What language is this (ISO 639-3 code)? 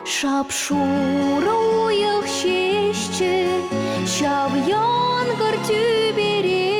chv